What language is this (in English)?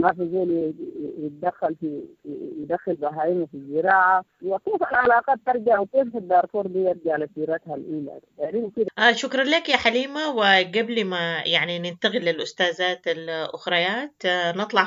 Sudanese Arabic